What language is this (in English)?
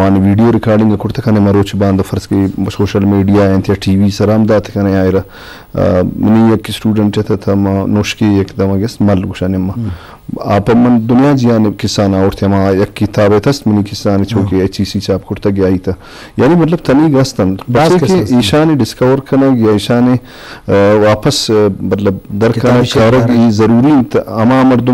Eastern Balochi